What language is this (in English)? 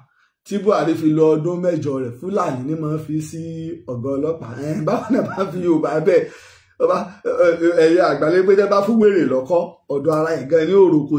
Yoruba